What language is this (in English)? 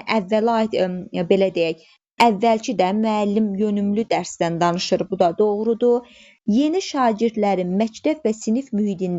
Azerbaijani